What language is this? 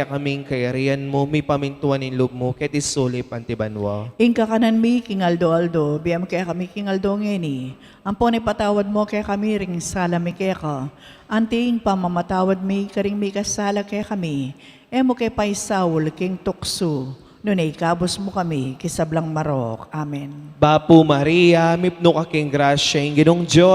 Pampanga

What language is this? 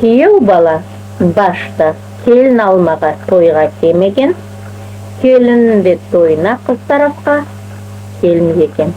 Crimean Tatar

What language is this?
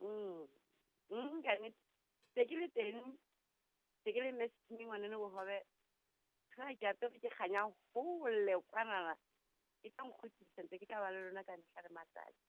Southern Sotho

